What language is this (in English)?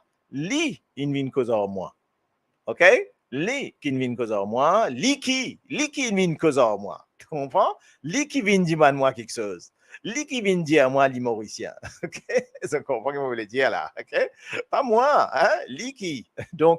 Morisyen